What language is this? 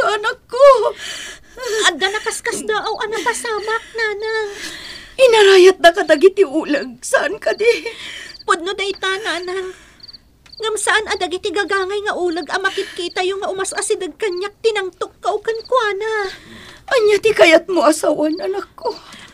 Iloko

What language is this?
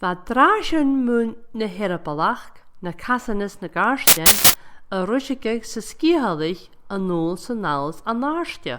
Scottish Gaelic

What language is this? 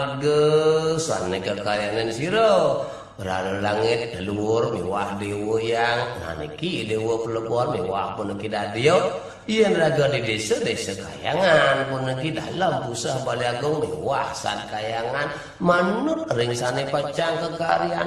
Balinese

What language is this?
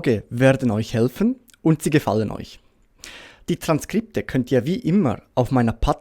Swiss German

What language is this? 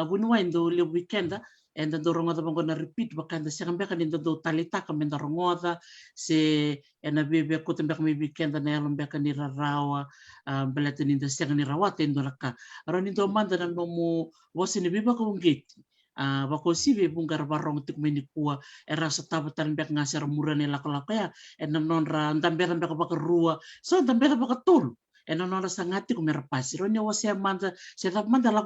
Fijian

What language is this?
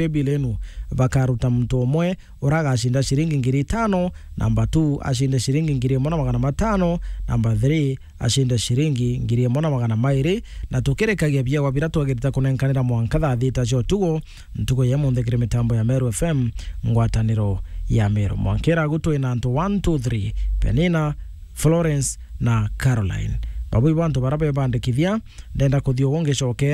Meru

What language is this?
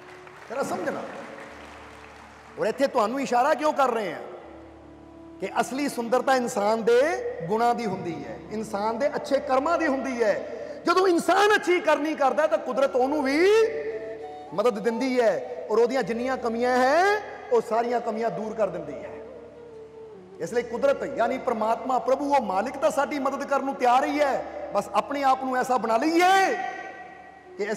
Punjabi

